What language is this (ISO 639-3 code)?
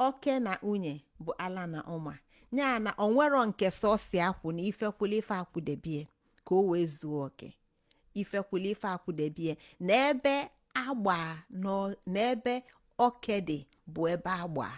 ibo